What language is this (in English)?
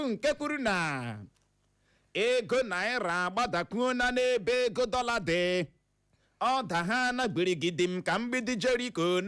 Igbo